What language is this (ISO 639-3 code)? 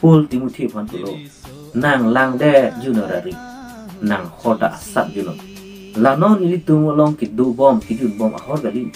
mjw